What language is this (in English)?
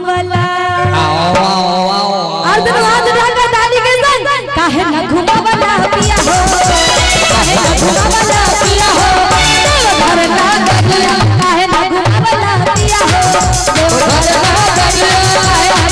Bhojpuri